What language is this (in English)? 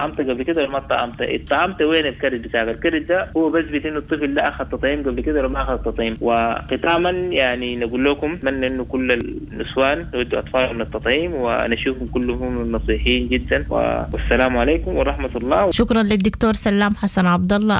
Sudanese Arabic